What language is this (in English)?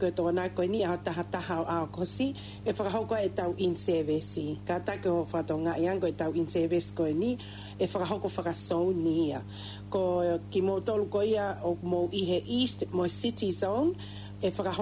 Tongan